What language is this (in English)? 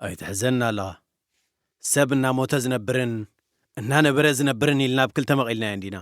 Tigrinya